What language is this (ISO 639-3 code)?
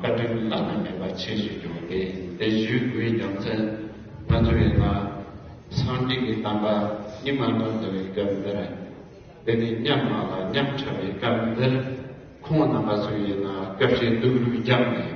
bod